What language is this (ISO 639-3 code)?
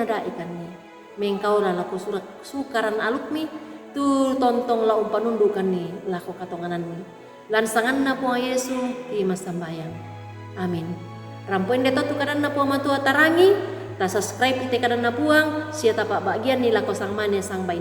sda